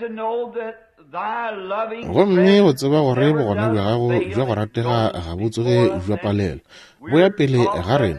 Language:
Northern Sotho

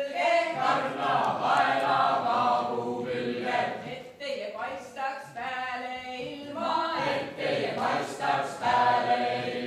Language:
Estonian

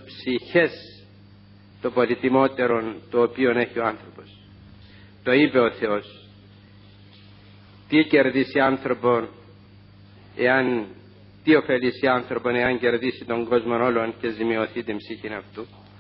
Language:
Greek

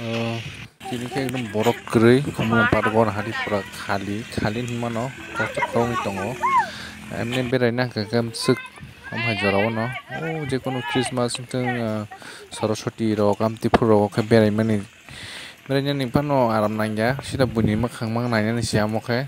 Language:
Kok Borok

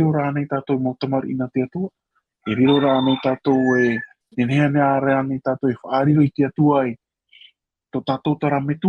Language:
Tahitian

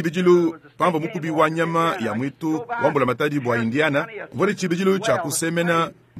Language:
Luba-Lulua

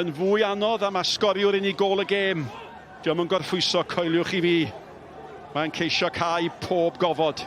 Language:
Welsh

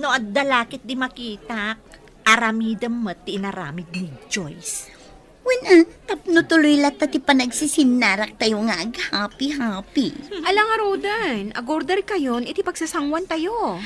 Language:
Iloko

